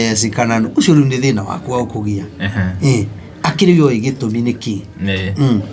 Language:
Kikuyu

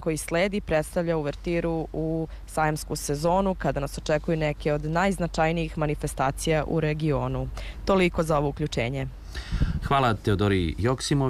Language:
Serbian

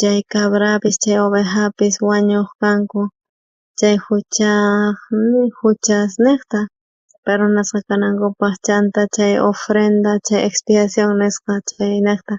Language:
South Bolivian Quechua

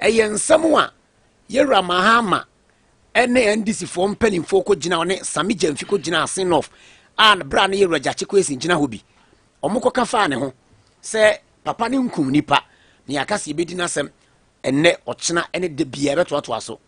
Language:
Akan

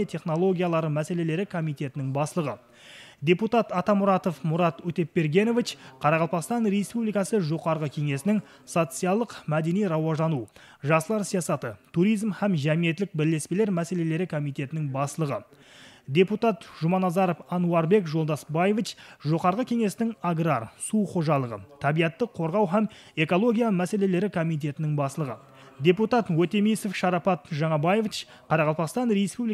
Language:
Kara-Kalpak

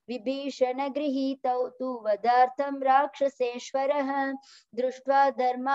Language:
Sanskrit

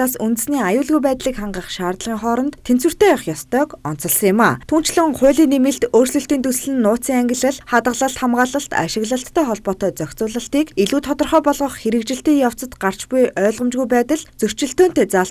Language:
Mongolian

